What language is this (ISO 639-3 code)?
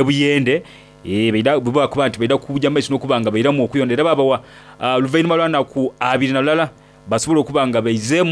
xog